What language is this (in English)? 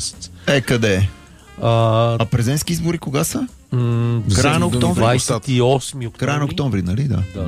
Bulgarian